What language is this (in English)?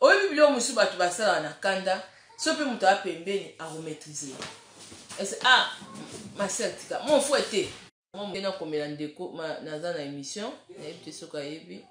Lingala